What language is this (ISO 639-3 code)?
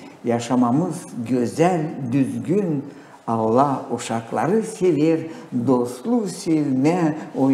gag